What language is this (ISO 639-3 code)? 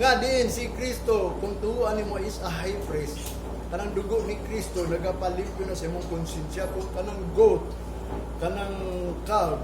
ceb